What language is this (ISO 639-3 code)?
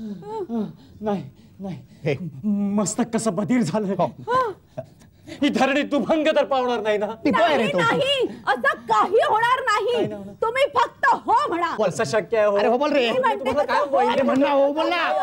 mar